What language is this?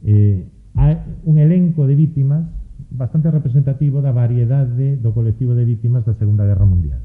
Galician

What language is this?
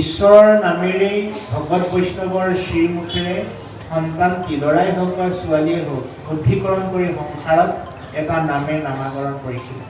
Assamese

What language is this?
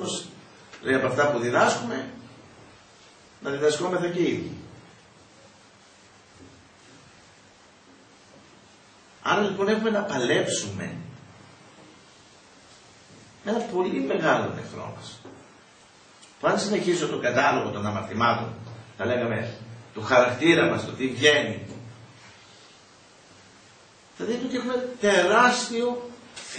Greek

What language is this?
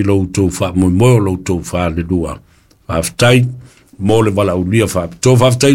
Samoan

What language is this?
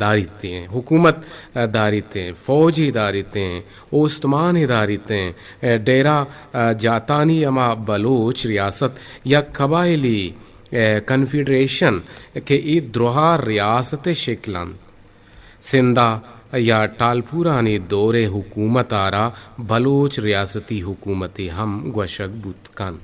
Eastern Balochi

